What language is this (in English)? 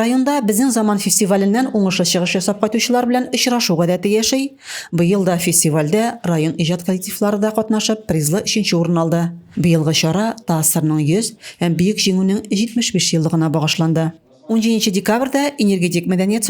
Tatar